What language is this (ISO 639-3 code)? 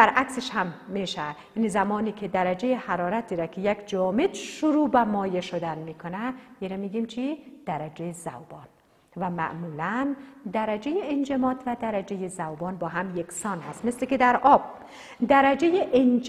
fas